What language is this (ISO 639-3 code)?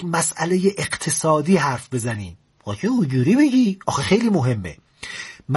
fas